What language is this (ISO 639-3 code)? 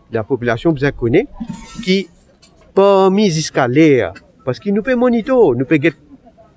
mfe